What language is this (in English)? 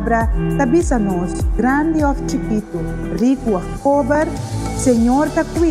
Papiamento